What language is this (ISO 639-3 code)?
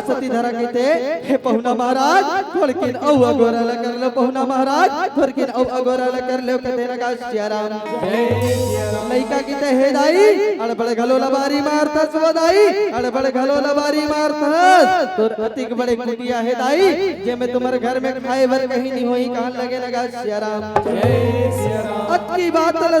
hne